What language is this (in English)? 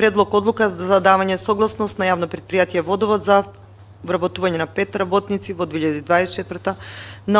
Macedonian